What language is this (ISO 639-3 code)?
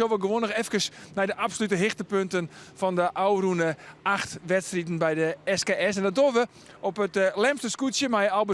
fry